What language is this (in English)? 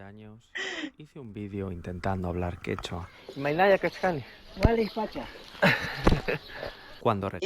South Bolivian Quechua